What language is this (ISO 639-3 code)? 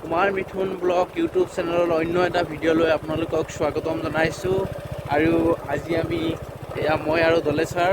asm